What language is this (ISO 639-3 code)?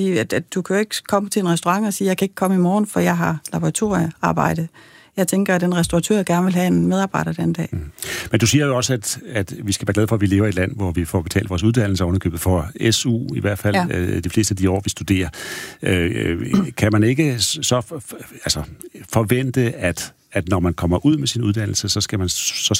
dan